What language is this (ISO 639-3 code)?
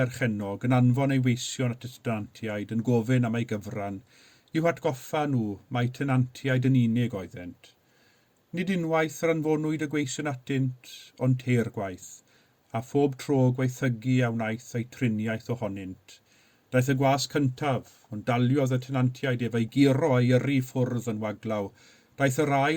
cym